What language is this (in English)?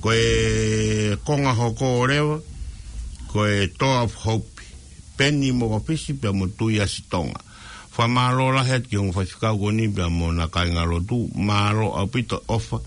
Tongan